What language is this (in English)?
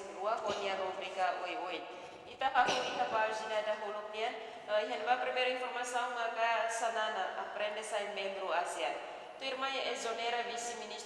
Tetum